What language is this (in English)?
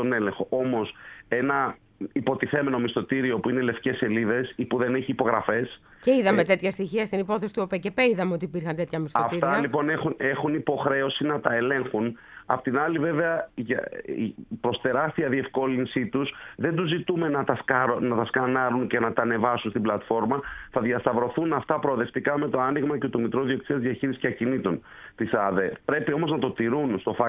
Greek